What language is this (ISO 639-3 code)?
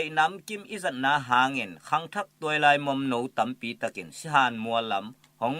ctd